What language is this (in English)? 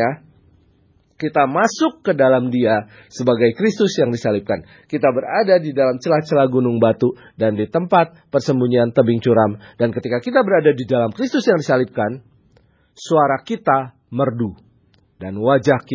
Indonesian